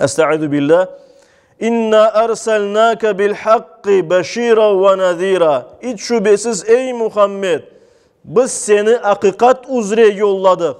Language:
Crimean Tatar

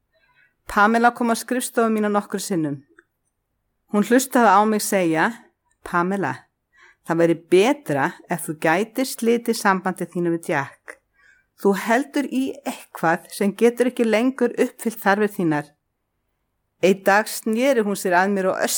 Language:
Icelandic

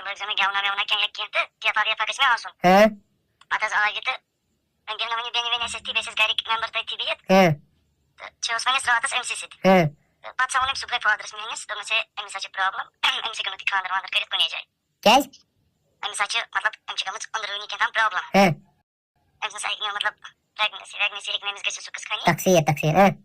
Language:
Kashmiri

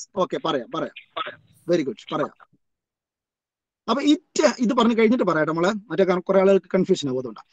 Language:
Malayalam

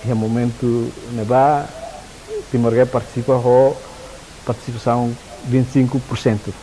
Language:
Tetum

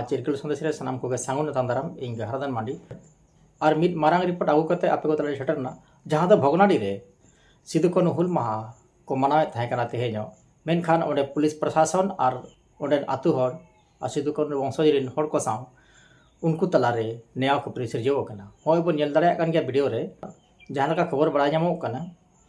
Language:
Santali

